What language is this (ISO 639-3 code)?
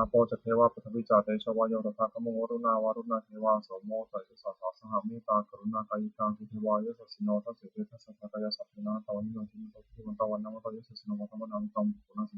pli